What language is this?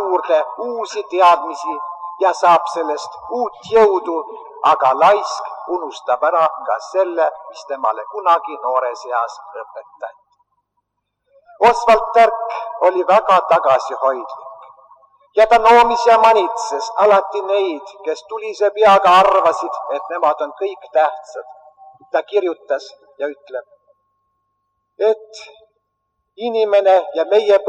Estonian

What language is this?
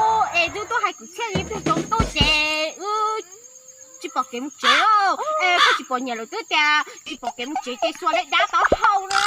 Hmong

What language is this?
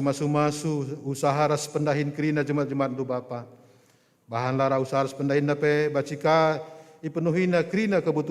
Batak Karo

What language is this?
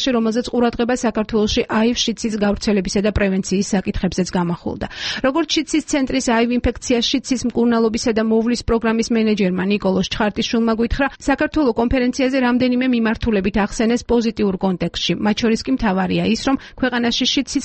Georgian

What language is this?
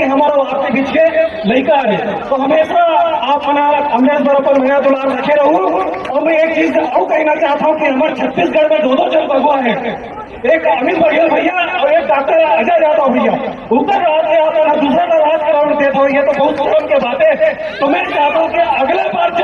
Chhattisgarhi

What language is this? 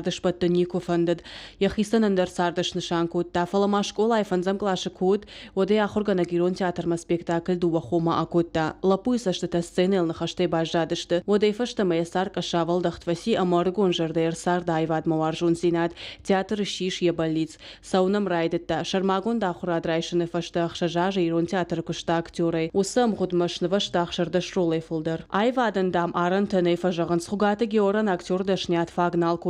Ossetic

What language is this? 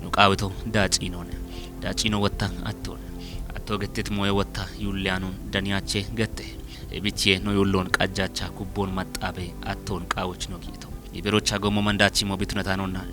Kafa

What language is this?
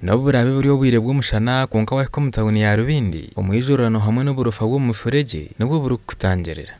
Nyankole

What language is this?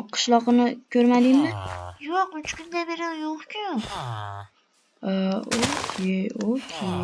Uzbek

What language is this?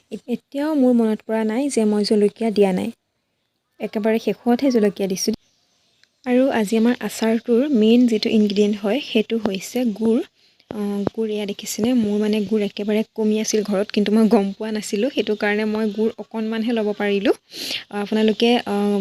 Assamese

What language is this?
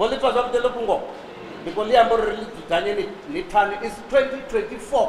Venda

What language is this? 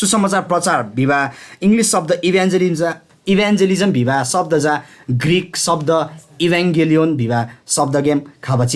Eastern Tamang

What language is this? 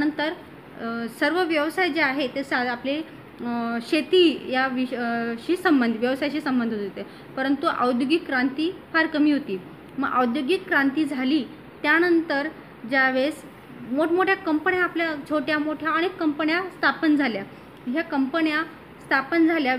Marathi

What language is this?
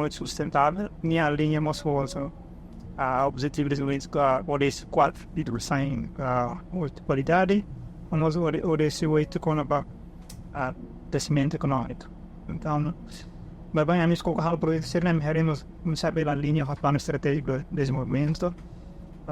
Tetum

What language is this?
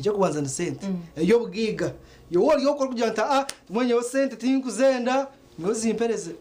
Nyankole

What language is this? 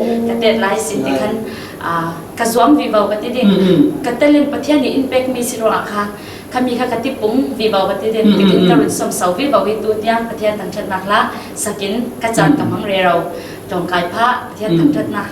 Falam Chin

